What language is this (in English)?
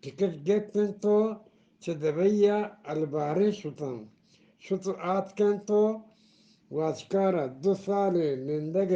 Eastern Balochi